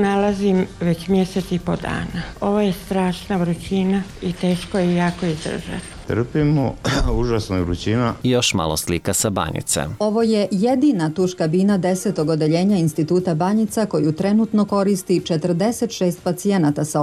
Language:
Serbian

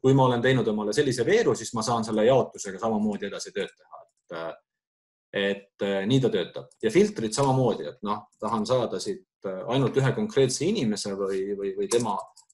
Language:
Estonian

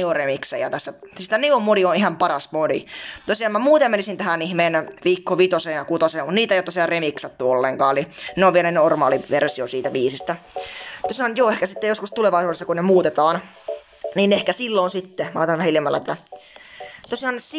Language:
Finnish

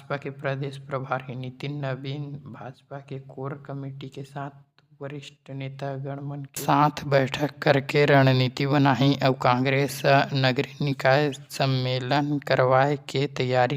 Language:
Chhattisgarhi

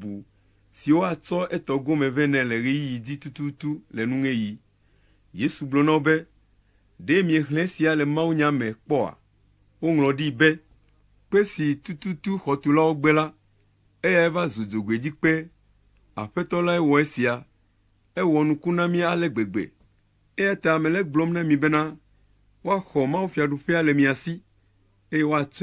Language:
Ewe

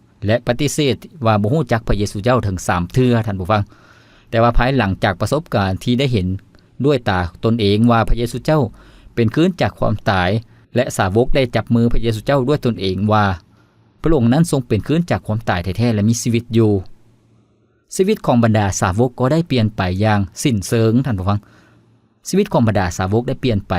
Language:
Lao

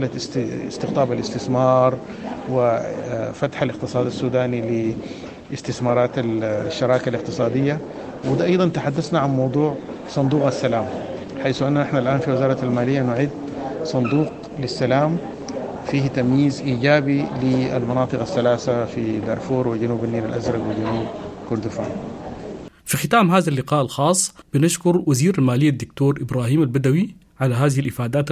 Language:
Sudanese Arabic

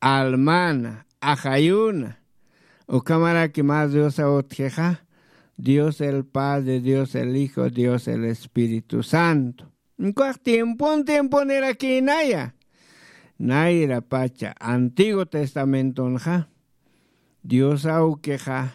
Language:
Aymara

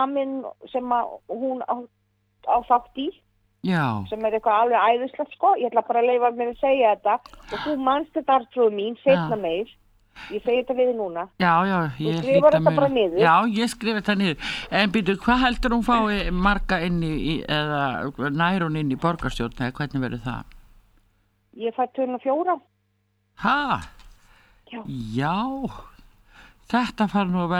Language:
Icelandic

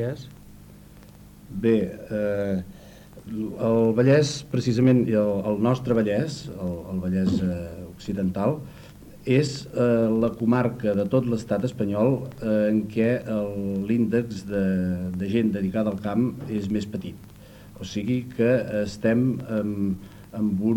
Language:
Catalan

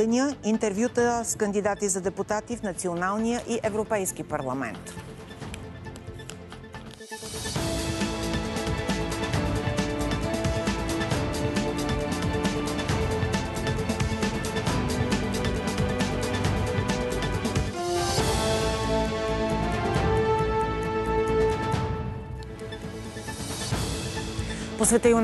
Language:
Bulgarian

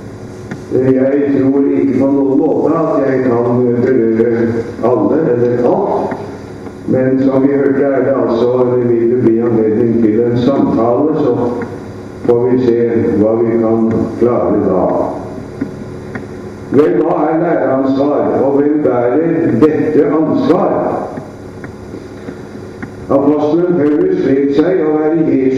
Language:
Norwegian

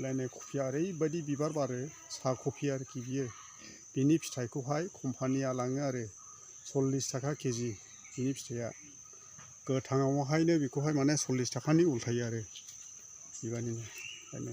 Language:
Bodo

